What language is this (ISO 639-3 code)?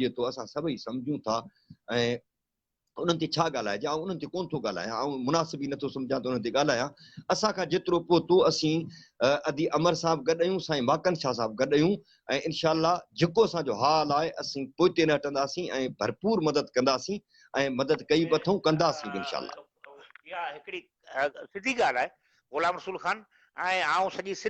snd